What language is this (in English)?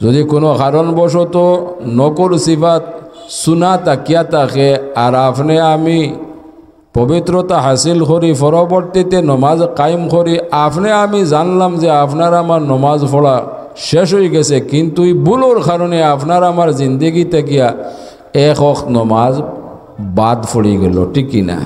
Sylheti